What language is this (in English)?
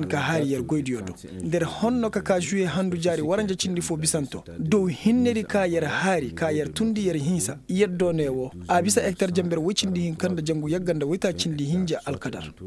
Koyraboro Senni